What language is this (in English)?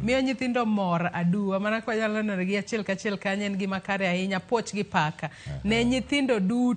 Luo (Kenya and Tanzania)